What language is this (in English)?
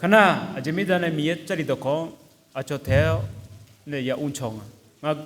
Akha